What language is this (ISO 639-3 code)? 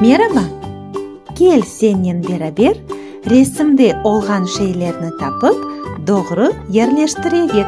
crh